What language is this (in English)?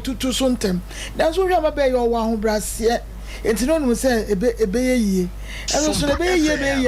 Akan